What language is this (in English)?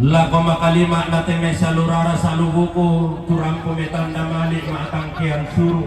Toraja-Sa'dan